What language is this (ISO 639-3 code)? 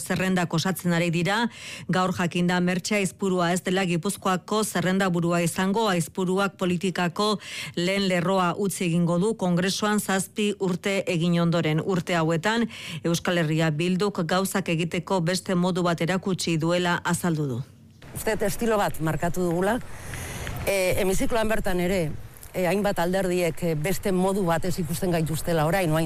eus